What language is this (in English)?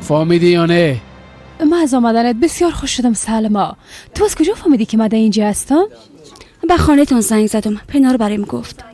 Persian